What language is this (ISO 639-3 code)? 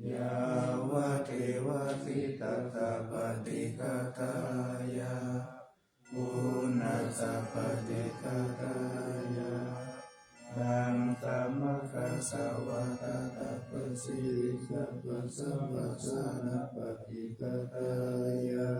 pli